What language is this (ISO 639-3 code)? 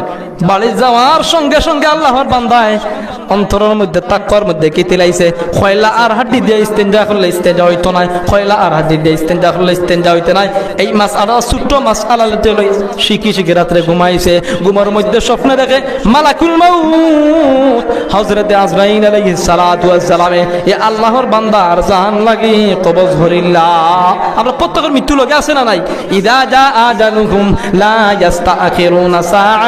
syl